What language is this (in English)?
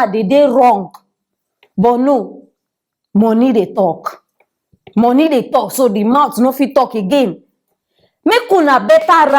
Nigerian Pidgin